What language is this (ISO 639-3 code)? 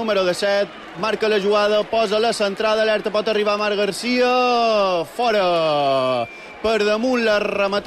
cat